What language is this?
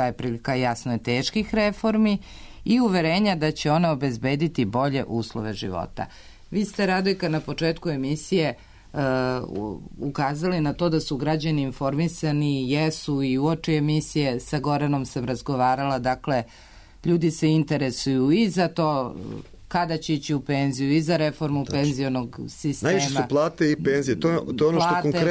Serbian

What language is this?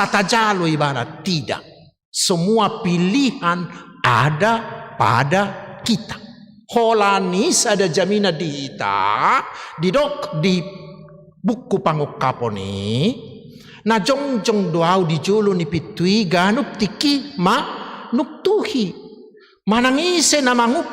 Batak Toba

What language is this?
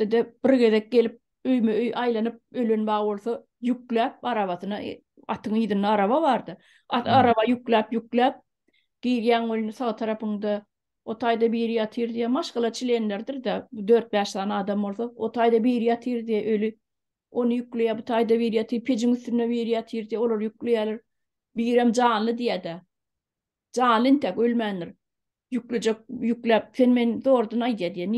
Turkmen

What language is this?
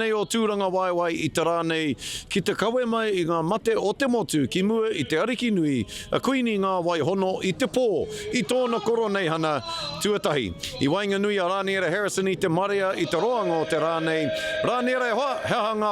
Māori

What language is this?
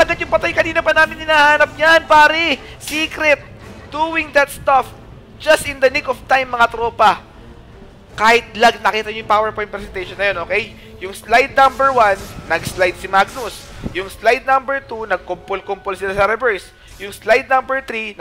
Filipino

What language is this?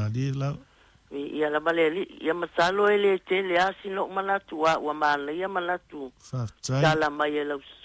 Samoan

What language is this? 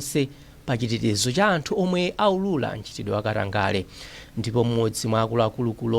Nyanja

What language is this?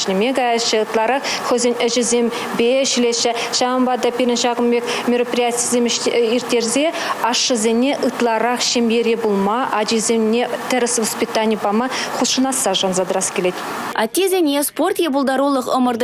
Chuvash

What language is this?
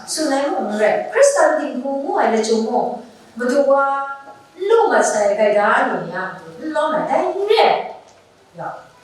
Kachin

